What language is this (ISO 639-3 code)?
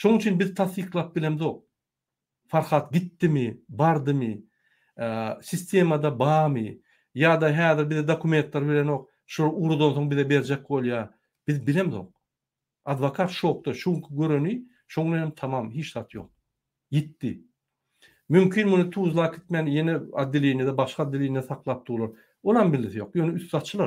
tuk